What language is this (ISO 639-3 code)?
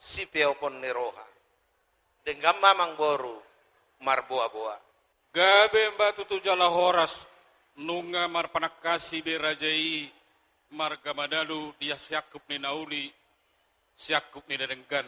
bbc